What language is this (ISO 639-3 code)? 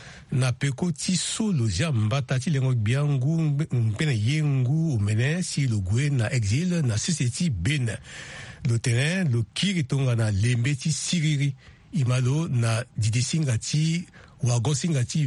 sag